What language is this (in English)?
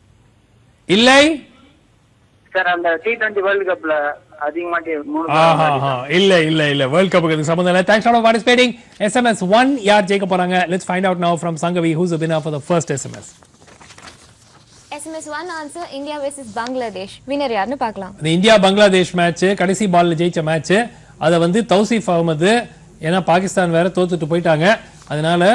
Tamil